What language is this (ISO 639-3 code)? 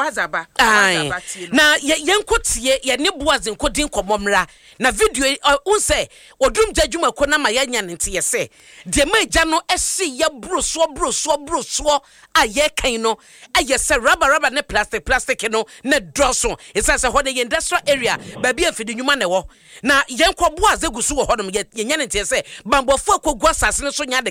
aka